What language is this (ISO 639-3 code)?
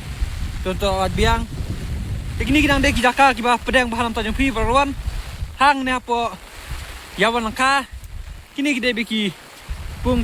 kha